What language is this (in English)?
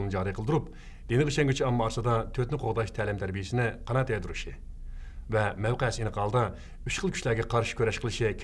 Uyghur